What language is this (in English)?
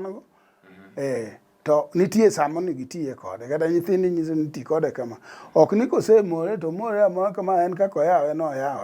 Luo (Kenya and Tanzania)